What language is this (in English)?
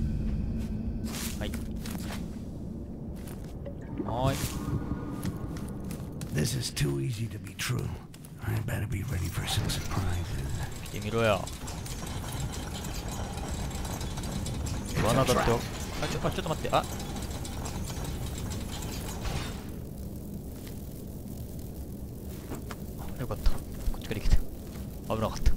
Japanese